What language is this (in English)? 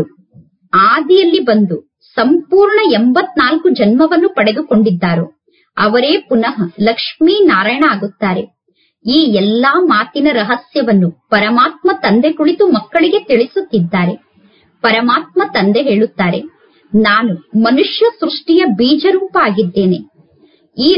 Kannada